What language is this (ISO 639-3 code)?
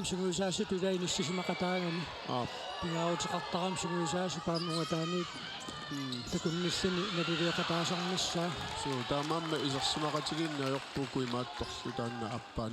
kal